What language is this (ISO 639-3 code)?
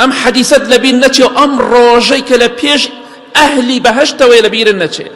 ckb